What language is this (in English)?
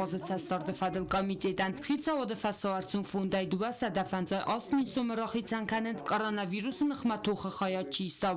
Ossetic